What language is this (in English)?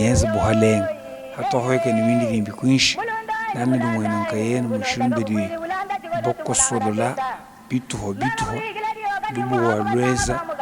Luba-Lulua